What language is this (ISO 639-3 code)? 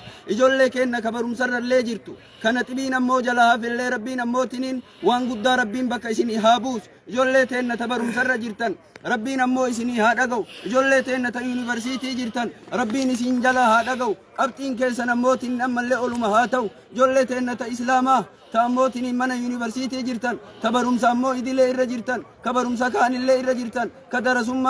orm